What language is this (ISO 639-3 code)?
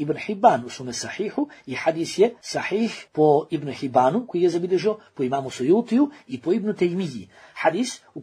bos